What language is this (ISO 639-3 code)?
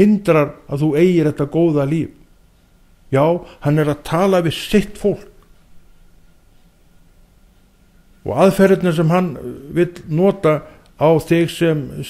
isl